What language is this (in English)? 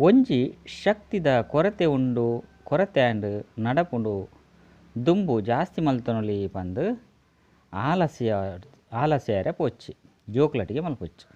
Tulu